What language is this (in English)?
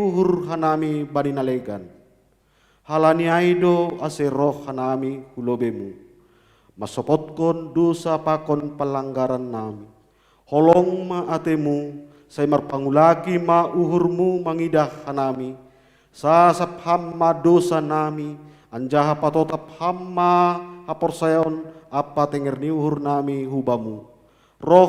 Batak Simalungun